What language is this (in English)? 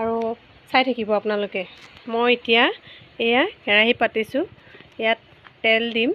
Assamese